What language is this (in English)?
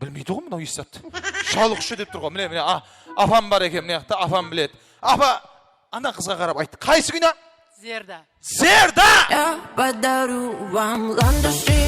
Kara-Kalpak